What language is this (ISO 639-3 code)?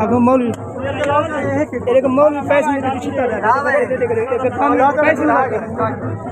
skr